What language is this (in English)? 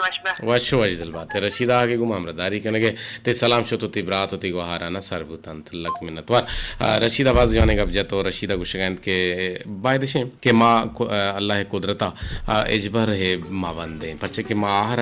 Eastern Balochi